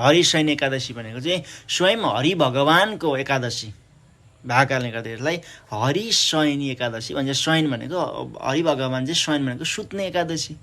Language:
Nepali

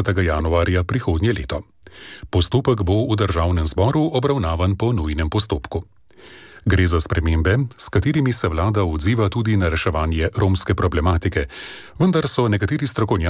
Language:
Slovenian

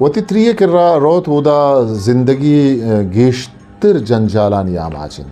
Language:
Eastern Balochi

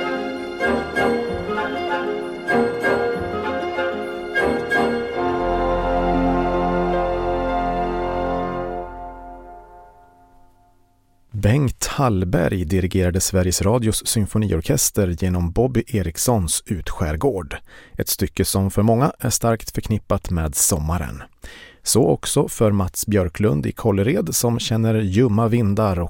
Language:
Swedish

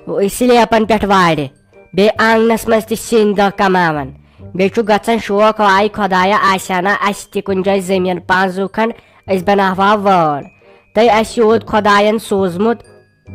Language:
Kashmiri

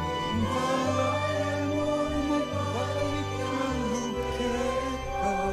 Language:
Pampanga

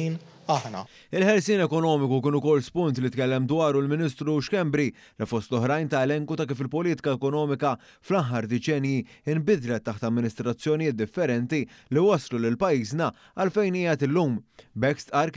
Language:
Maltese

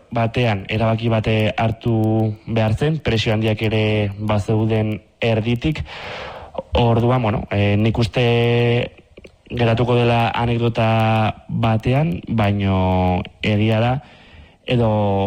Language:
Basque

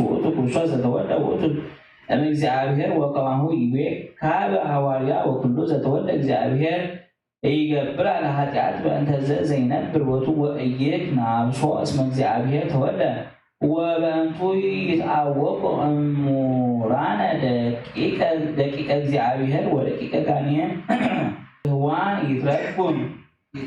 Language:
Geez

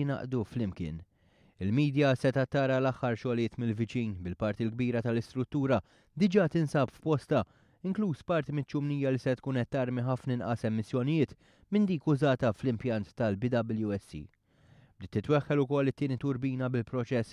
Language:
Maltese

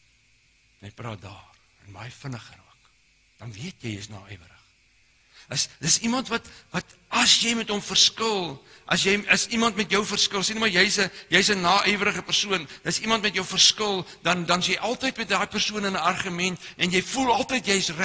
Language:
Afrikaans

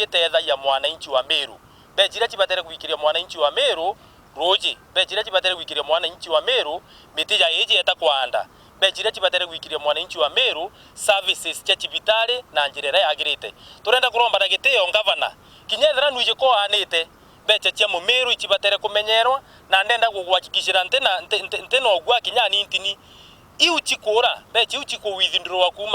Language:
Meru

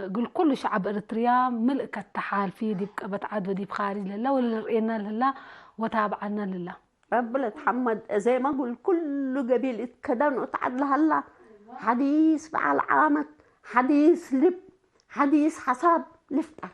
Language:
Tigre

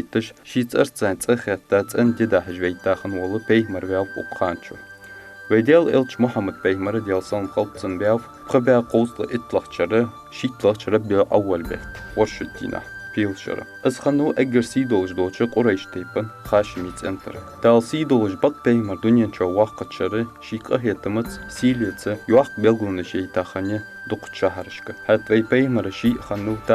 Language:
Ingush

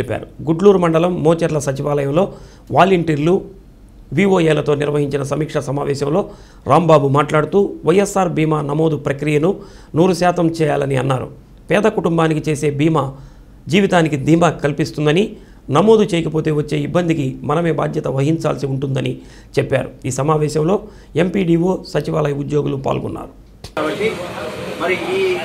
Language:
Telugu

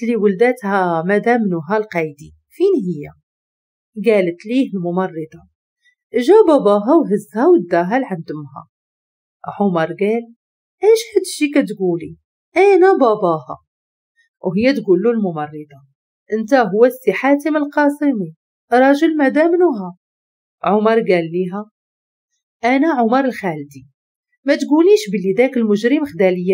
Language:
Moroccan Arabic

